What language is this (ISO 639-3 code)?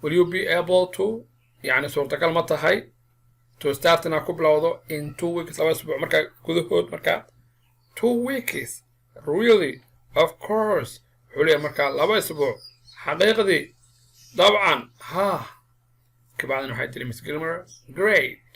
som